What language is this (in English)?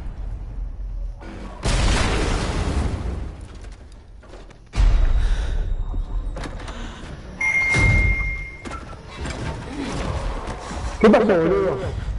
Spanish